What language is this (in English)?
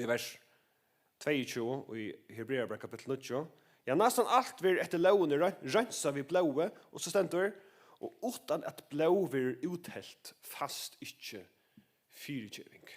Faroese